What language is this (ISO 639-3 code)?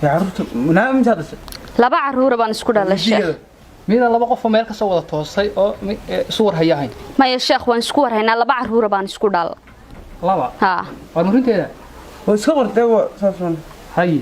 som